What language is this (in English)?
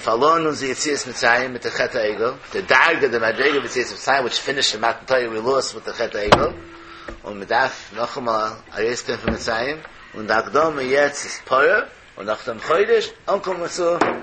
Yiddish